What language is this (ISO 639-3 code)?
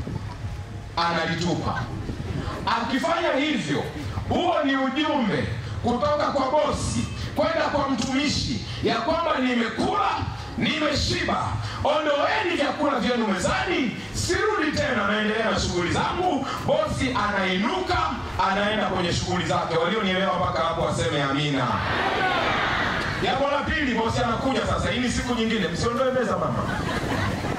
swa